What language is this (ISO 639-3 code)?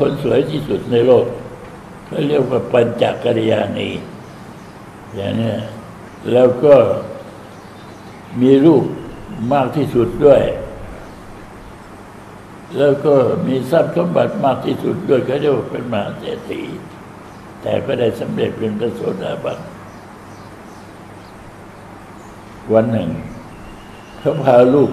tha